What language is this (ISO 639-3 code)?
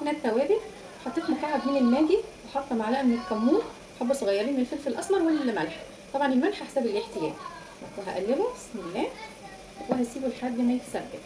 arz